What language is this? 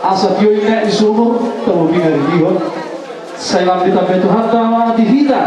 Batak Toba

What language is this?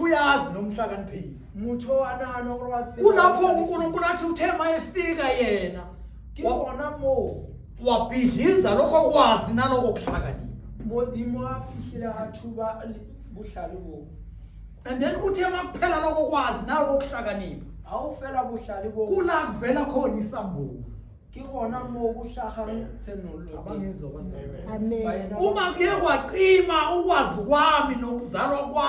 Zulu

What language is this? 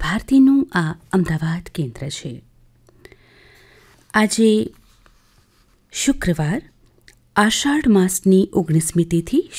Gujarati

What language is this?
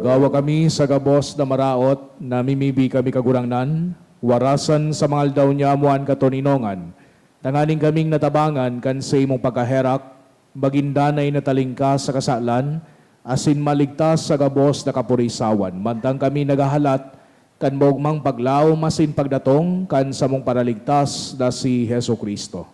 Bikol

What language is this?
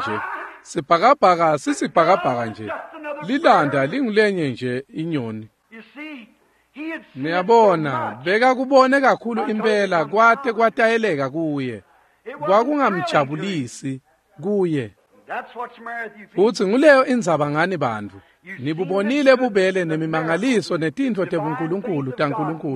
Swati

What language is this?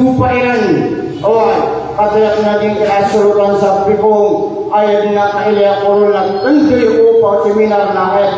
Maranao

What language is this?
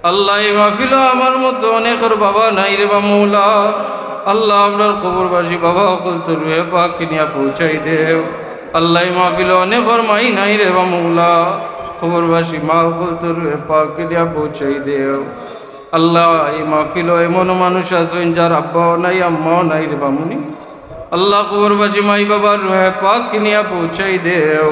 Sylheti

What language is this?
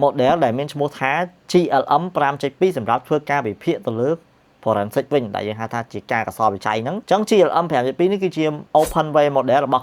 Khmer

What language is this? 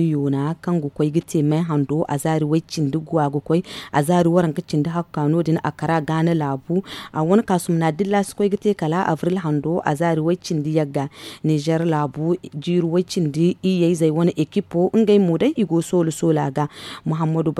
Zarma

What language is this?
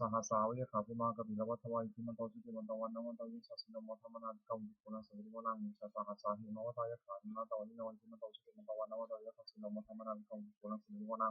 Pali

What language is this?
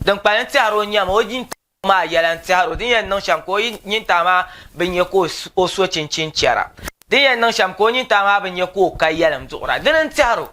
Dagbani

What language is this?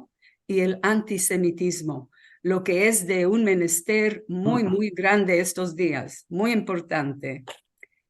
Ladino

